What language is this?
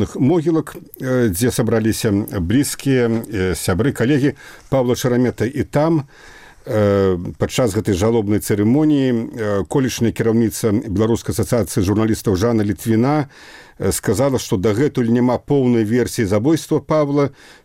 Belarusian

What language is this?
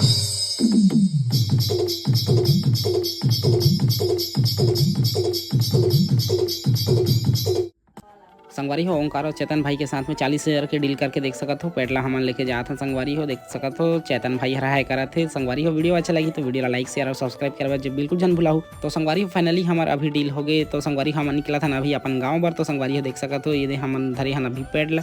Chhattisgarhi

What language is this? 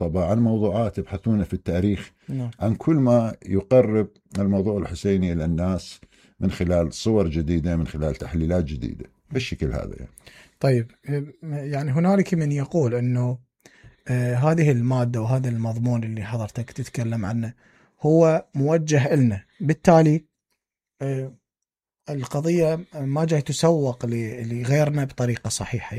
Mesopotamian Arabic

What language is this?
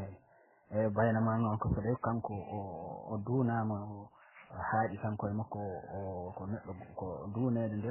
Fula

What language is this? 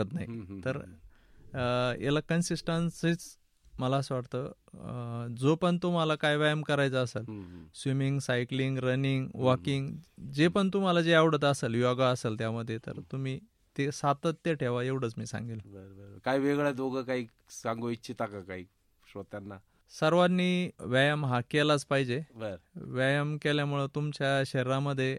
Marathi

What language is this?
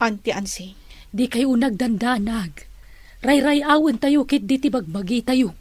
Iloko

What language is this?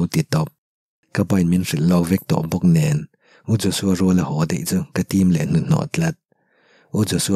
Mizo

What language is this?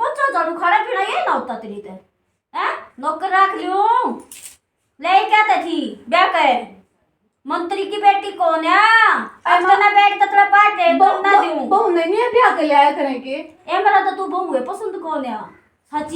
Haryanvi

